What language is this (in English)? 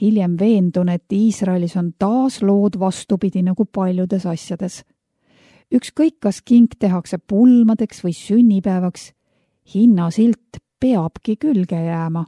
Estonian